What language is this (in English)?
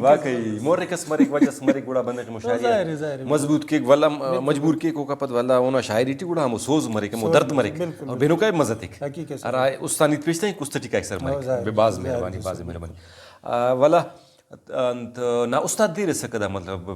Brahui